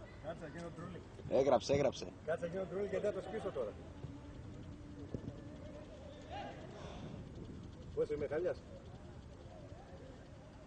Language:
Greek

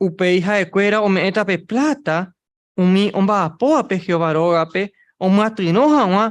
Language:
Guarani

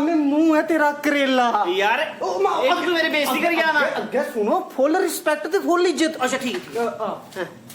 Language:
Dogri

